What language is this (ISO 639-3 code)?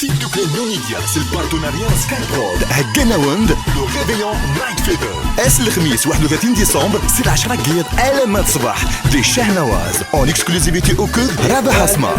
kab